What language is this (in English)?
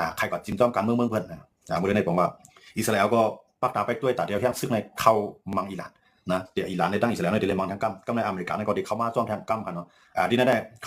Shan